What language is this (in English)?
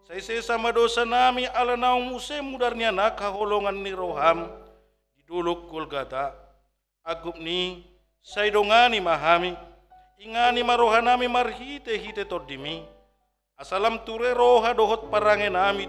Batak Toba